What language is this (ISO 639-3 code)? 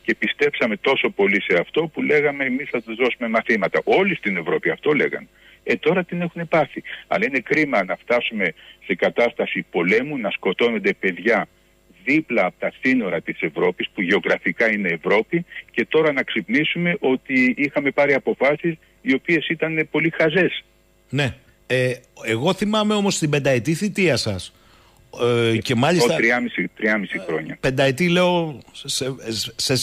ell